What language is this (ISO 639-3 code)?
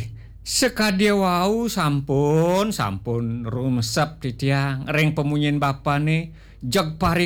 ban